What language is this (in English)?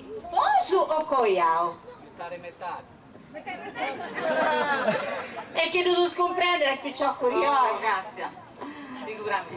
Sardinian